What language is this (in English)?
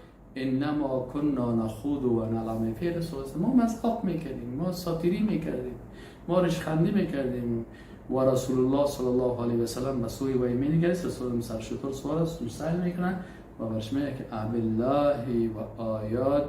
Persian